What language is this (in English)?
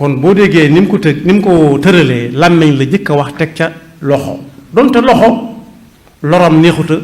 Wolof